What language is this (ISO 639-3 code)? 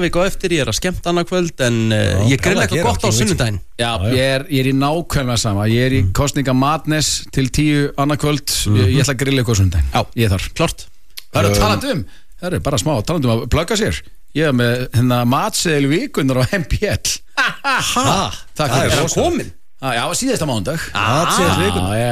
isl